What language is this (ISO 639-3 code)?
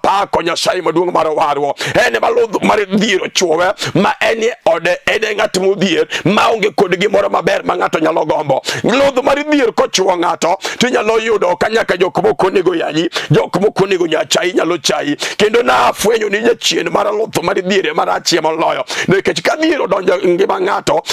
luo